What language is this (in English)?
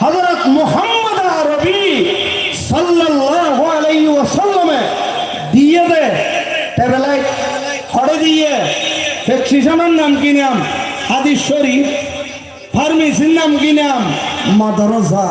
Rohingya